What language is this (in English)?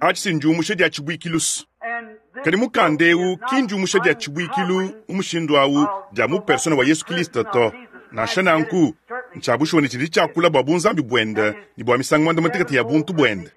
Luba-Lulua